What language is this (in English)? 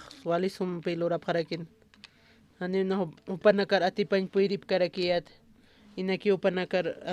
Aymara